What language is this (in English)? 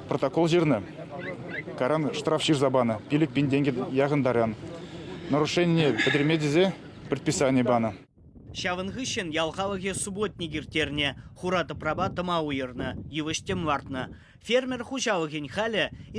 Chuvash